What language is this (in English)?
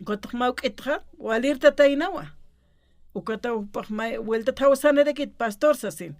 Aymara